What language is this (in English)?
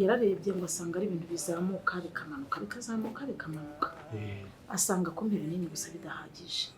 Kinyarwanda